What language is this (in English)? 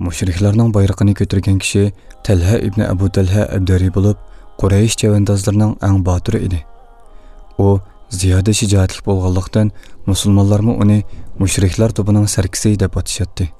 Uyghur